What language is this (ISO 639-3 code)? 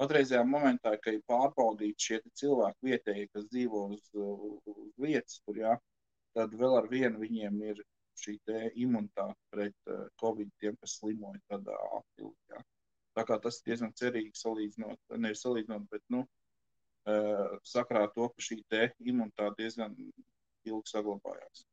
lav